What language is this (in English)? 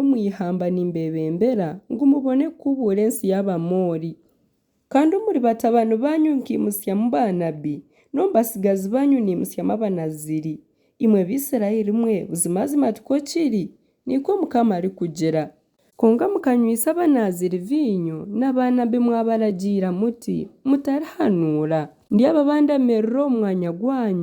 Nyankole